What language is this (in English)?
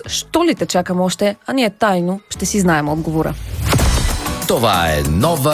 Bulgarian